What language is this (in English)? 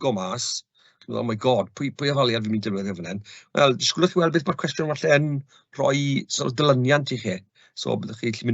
Welsh